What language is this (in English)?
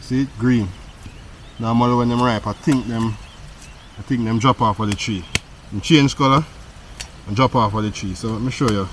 Jamaican Creole English